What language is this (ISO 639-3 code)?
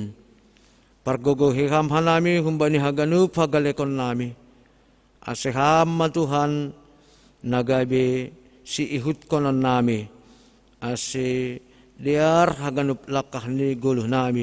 bts